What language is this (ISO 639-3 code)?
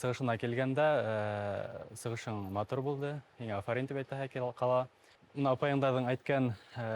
bak